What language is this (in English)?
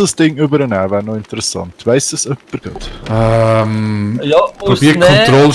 Swiss German